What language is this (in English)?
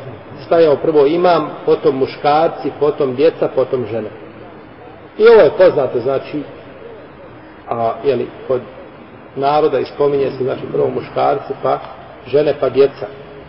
Bosnian